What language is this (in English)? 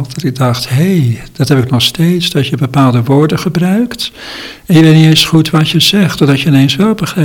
Dutch